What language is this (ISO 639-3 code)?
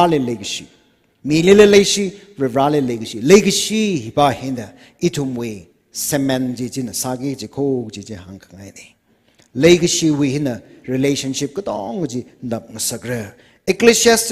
nmf